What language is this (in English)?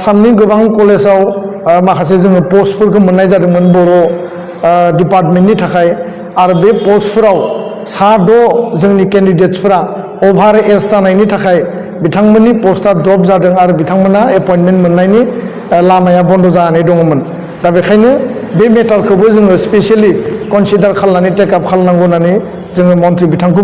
Bodo